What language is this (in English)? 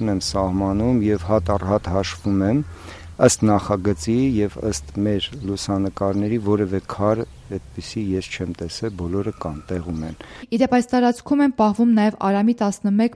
Armenian